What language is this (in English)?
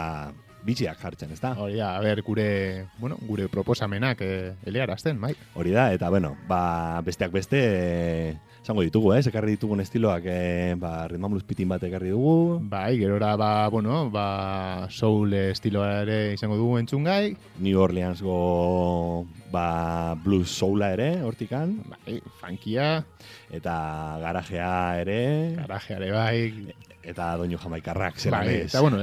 Basque